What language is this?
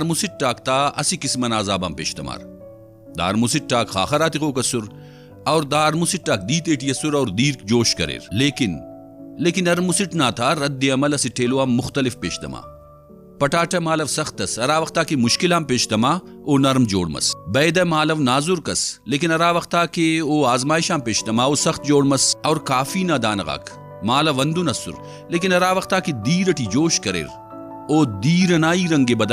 Brahui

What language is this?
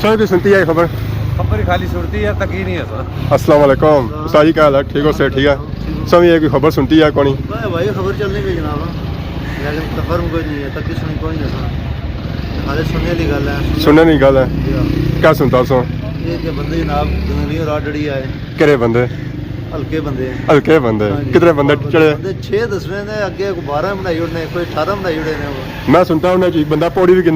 Pahari-Potwari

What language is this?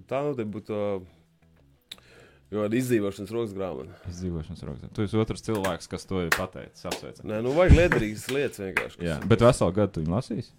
Latvian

